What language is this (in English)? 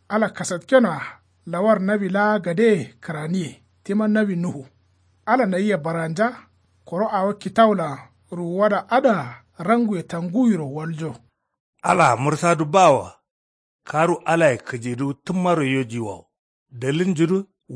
Kanuri